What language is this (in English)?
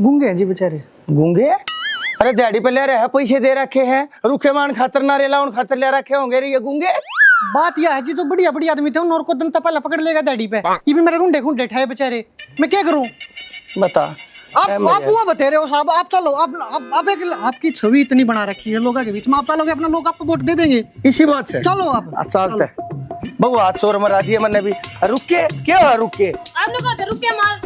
Haryanvi